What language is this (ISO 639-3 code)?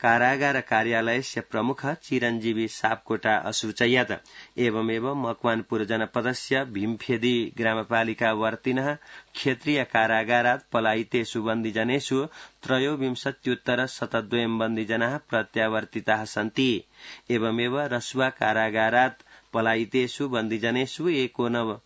san